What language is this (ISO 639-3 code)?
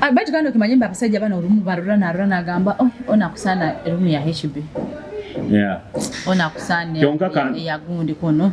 nyo